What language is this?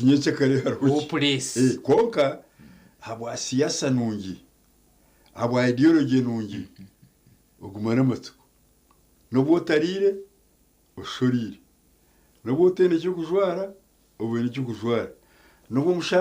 Nyankole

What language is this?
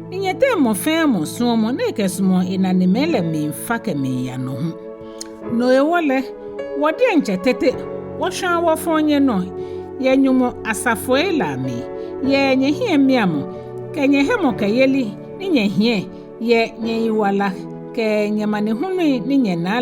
Ga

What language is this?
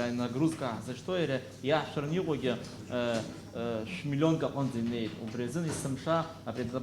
Abkhazian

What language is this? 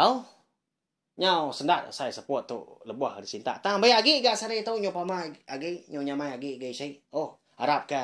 Iban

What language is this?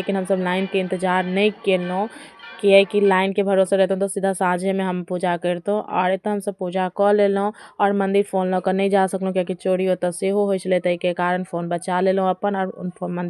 Maithili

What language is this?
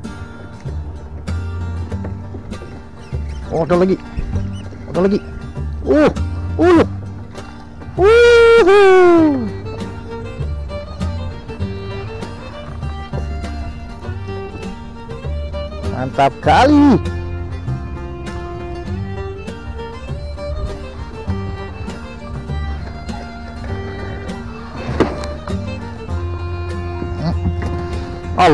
Indonesian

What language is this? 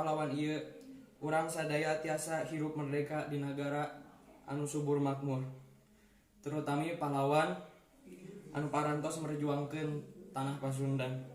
Sundanese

